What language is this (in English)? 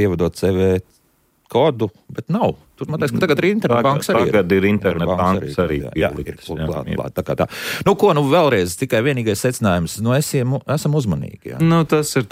Latvian